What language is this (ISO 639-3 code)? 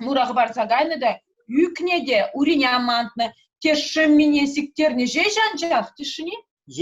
chv